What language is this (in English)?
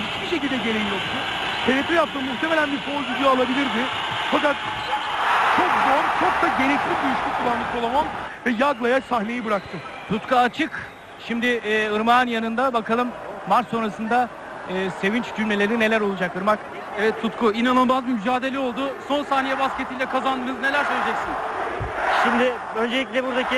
Turkish